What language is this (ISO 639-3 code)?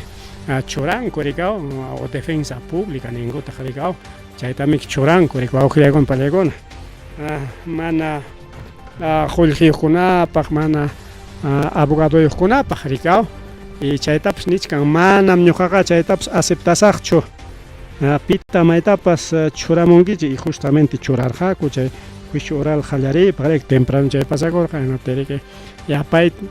quy